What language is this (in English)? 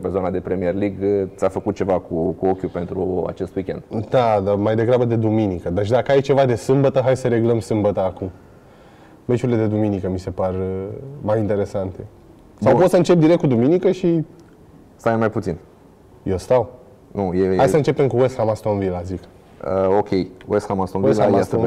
Romanian